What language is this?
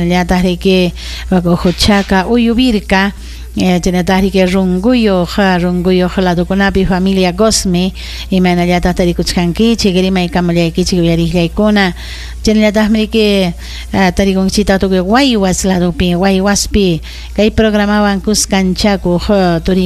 Ayacucho Quechua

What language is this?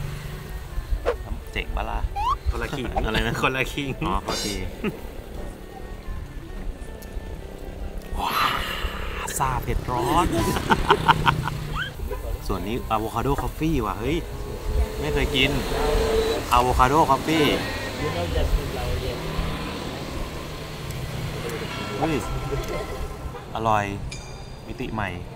Thai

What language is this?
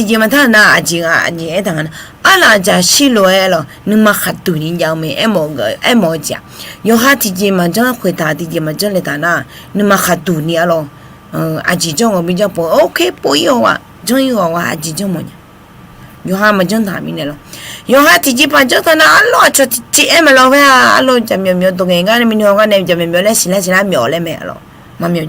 Akha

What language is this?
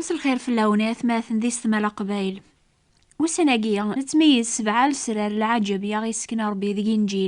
Kabyle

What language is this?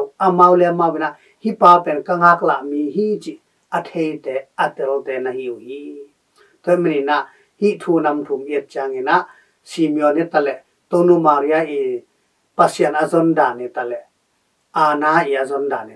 Tedim Chin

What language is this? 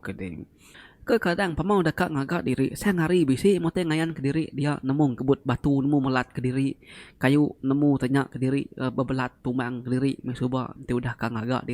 Iban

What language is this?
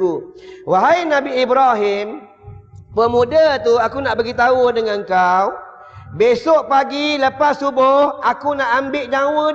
Malay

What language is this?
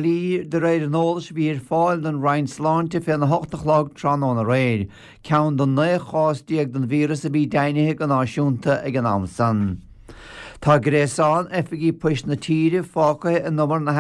Irish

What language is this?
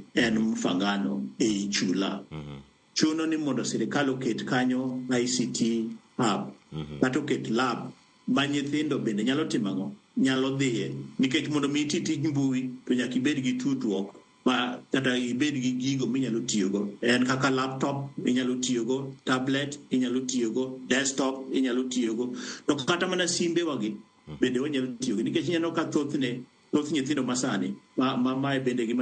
Luo (Kenya and Tanzania)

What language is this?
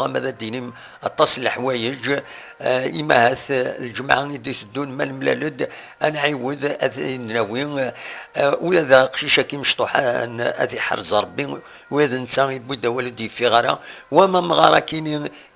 Kabyle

